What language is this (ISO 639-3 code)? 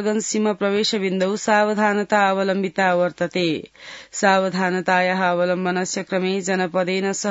san